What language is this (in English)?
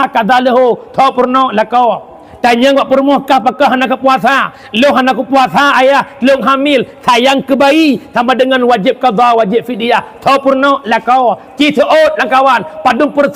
Achinese